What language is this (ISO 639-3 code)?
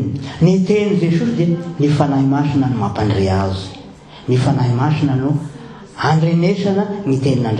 mlg